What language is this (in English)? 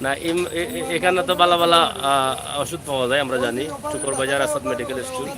Sylheti